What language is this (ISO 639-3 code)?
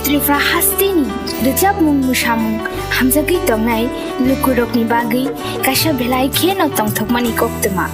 trp